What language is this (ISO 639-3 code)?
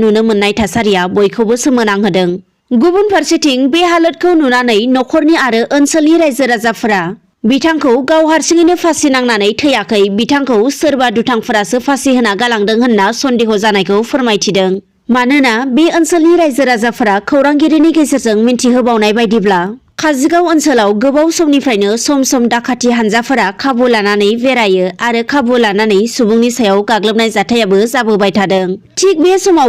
brx